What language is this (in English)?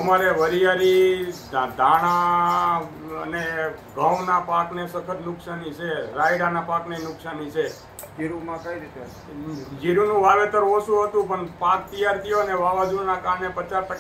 Gujarati